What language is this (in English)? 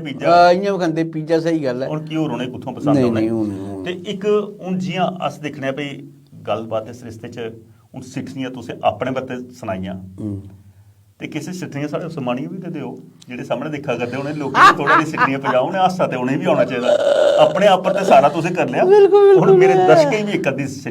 Dogri